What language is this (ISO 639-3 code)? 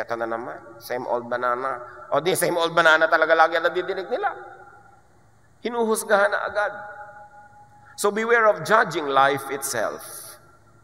fil